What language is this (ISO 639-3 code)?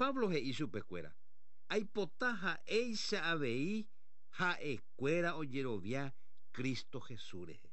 grn